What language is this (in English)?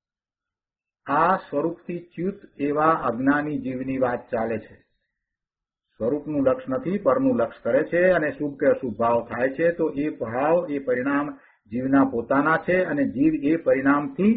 Gujarati